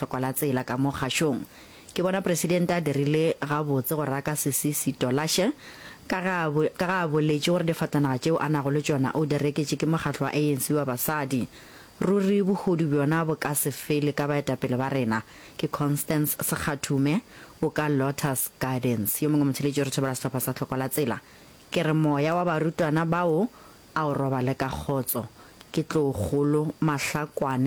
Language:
Northern Sotho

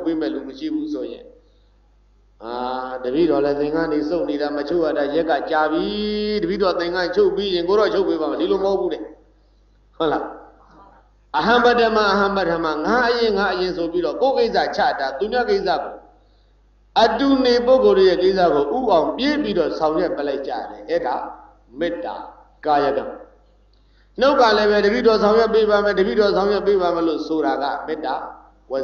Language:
Burmese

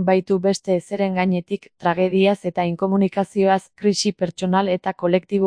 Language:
Basque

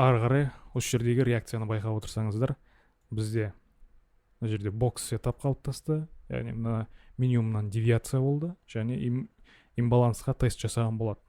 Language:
Kazakh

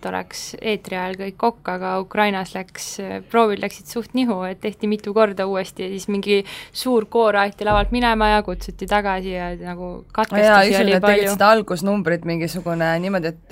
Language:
Estonian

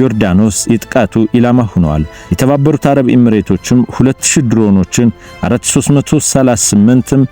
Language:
Amharic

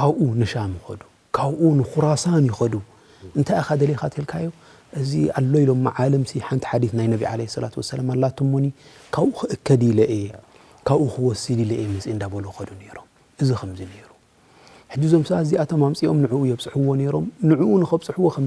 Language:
Tigrinya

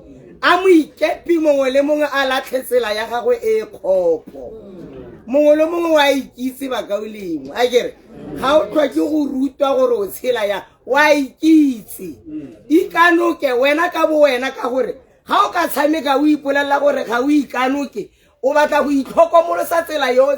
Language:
Tswana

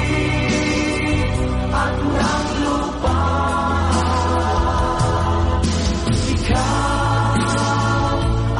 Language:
Filipino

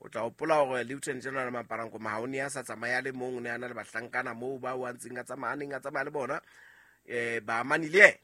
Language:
Southern Sotho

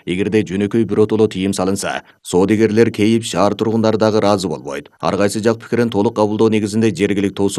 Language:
Kyrgyz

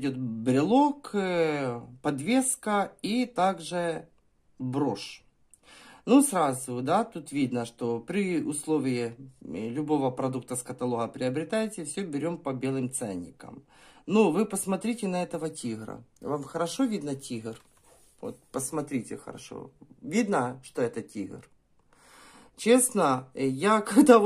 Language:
Russian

